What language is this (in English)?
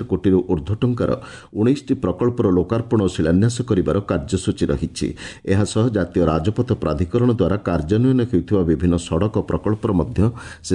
Odia